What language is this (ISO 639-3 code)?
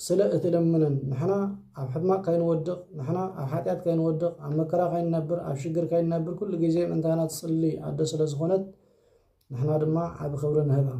tir